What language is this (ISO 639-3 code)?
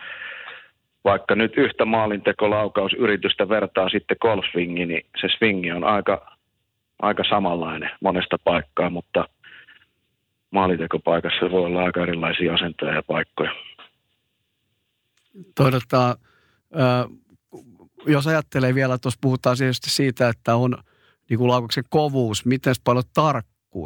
fin